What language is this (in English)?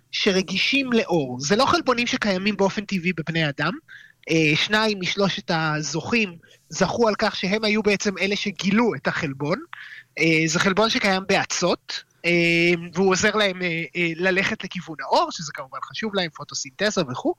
Hebrew